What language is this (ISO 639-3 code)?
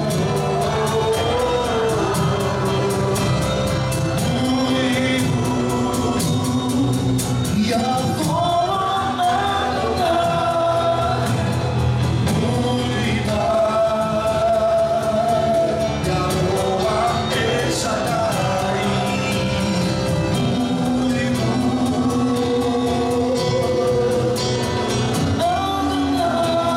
pol